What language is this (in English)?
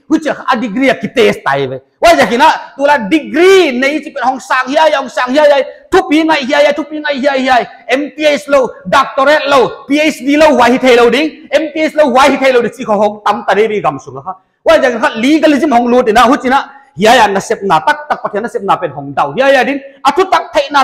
Paite Chin